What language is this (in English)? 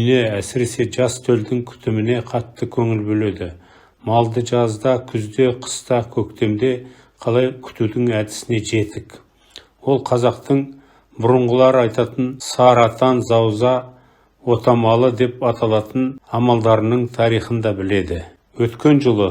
Kazakh